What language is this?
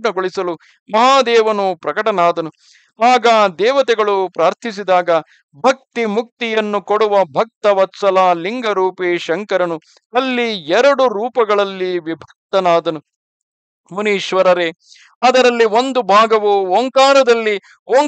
Kannada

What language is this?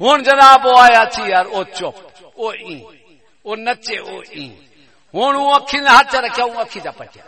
Saraiki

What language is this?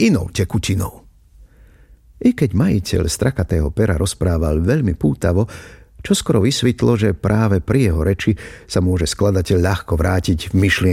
Slovak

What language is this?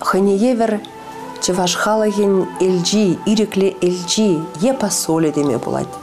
Chuvash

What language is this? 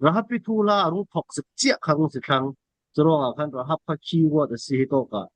Falam Chin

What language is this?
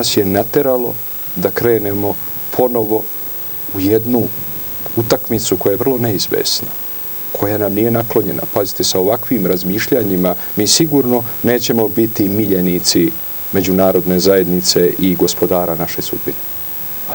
Serbian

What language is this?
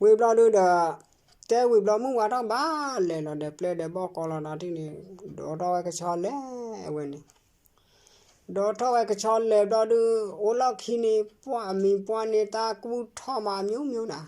S'gaw Karen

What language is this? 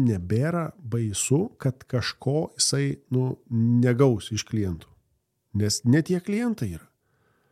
Lithuanian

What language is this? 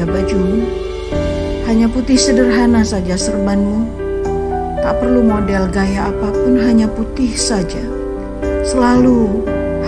Indonesian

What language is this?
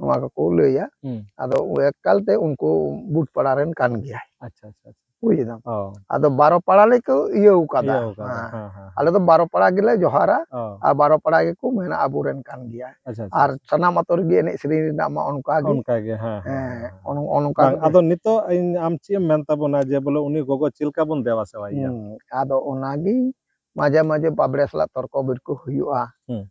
Santali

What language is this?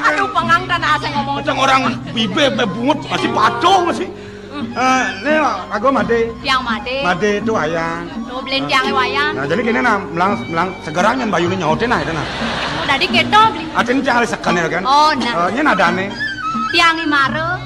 Balinese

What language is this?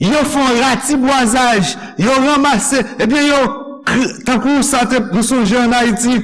Haitian Creole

